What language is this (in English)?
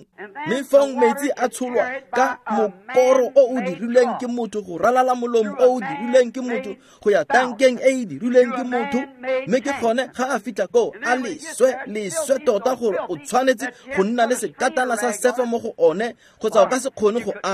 Tswana